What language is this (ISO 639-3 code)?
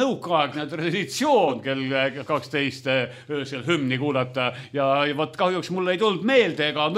est